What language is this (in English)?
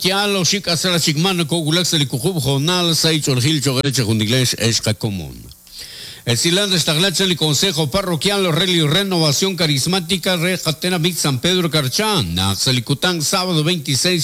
Kekchí